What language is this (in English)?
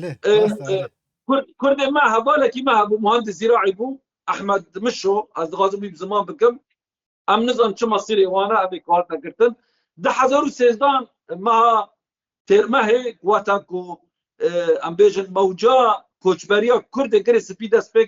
Kurdish